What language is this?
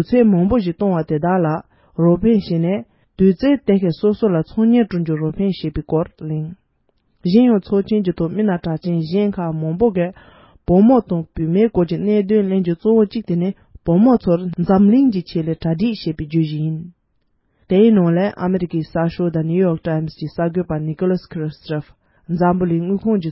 Tibetan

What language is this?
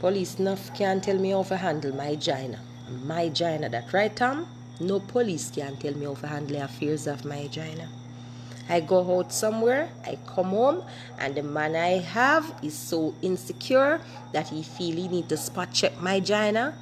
Jamaican Creole English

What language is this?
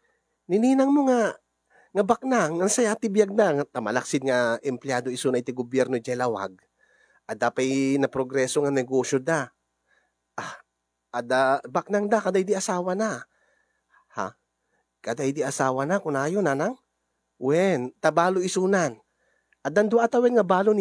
Iloko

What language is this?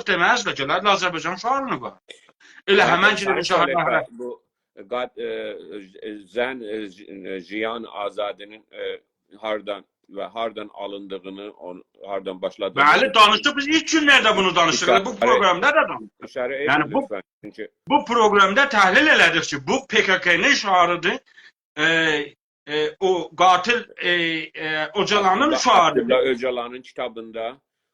South Azerbaijani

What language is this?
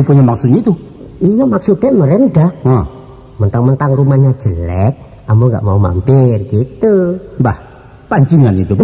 Minangkabau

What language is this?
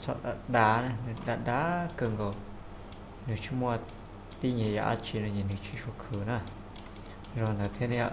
Hmong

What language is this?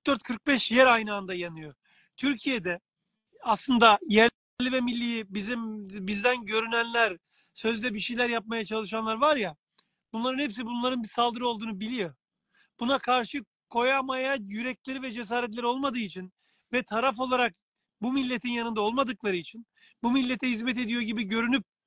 Turkish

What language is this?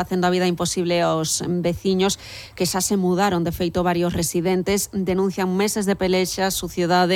Galician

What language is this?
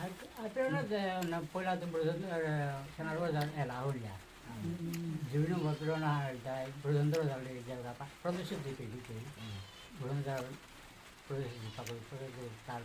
Bishnupriya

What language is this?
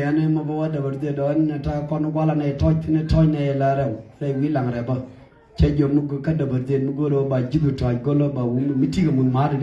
Nuer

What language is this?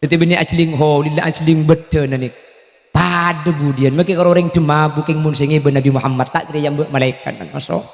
Madurese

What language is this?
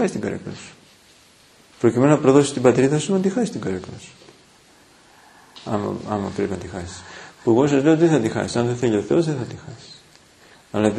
Greek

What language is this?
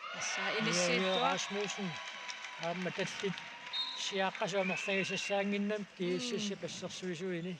Kalaallisut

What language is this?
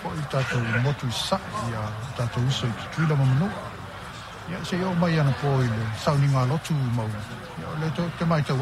Samoan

